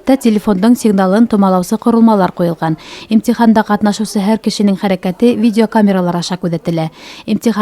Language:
Bashkir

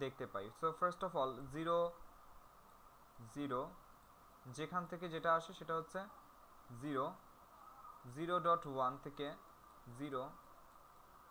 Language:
Bangla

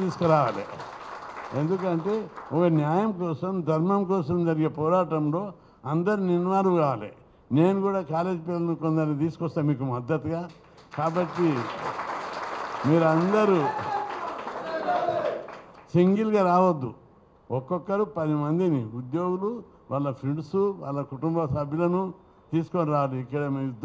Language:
Telugu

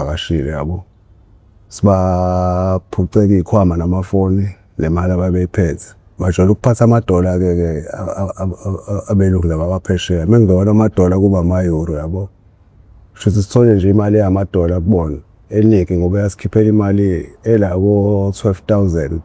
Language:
Zulu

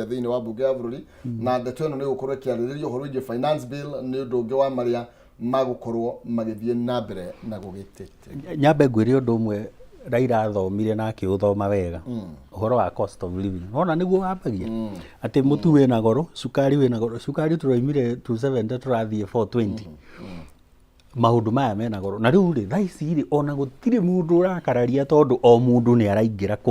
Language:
Kikuyu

